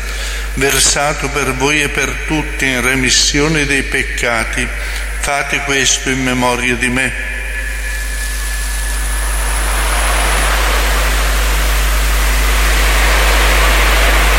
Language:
Italian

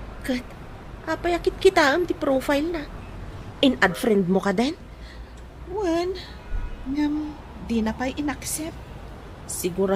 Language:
Iloko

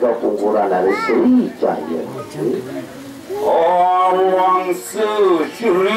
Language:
Indonesian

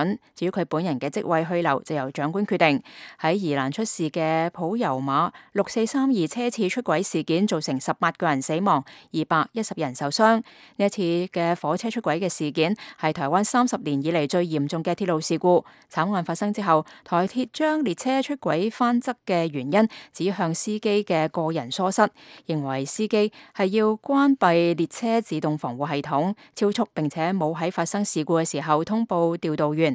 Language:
Cantonese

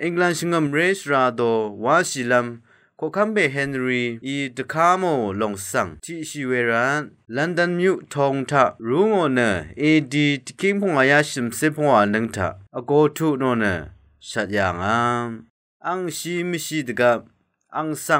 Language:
Rawang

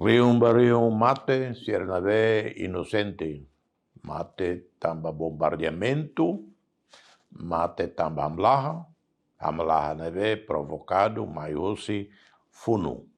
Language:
Tetum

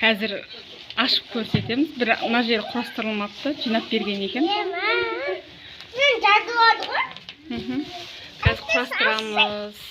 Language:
Kazakh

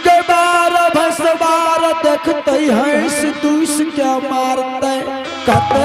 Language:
Angika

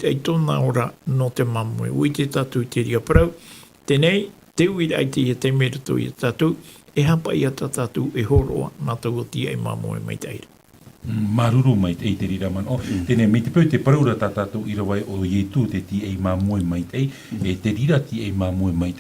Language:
Tahitian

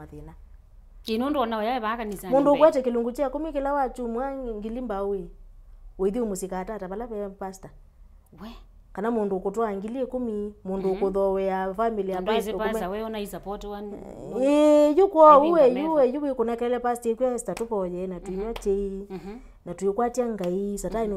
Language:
Kamba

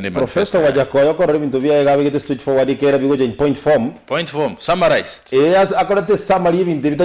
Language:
Gusii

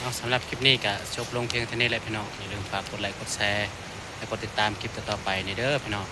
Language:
Northeastern Thai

